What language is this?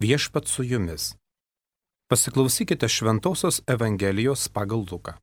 Lithuanian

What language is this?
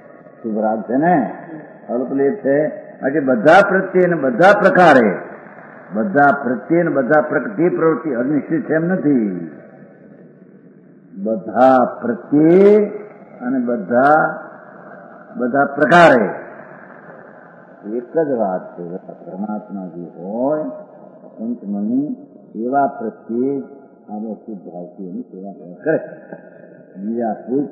Gujarati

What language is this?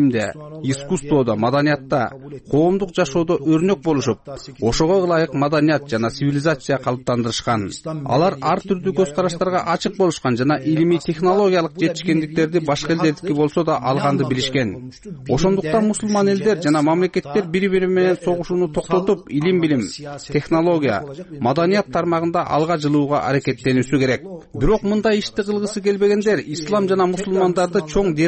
Kyrgyz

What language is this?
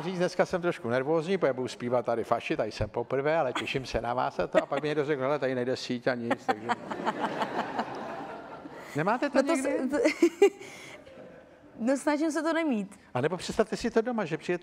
Czech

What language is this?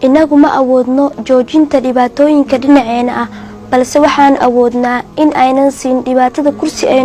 Somali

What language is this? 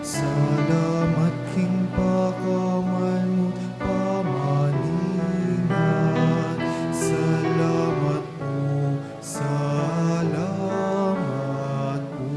Pampanga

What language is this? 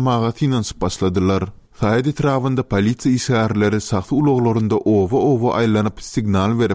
Turkmen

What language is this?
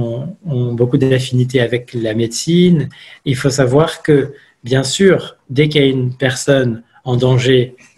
French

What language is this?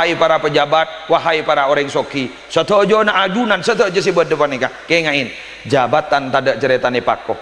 Madurese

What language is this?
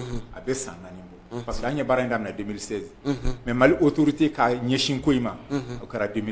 Bambara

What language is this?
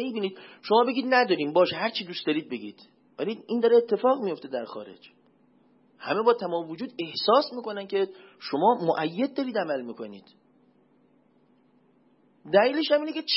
Persian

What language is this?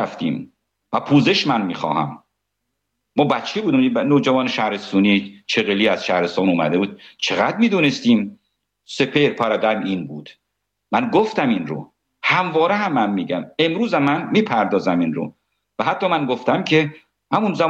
Persian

